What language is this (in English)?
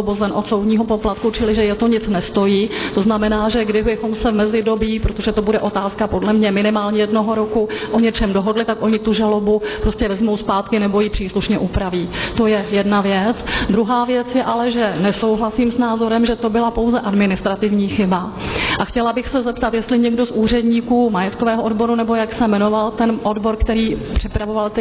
Czech